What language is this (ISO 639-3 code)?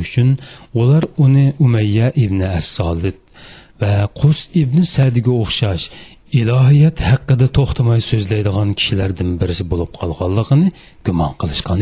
uig